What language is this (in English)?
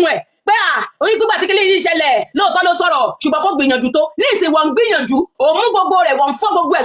Yoruba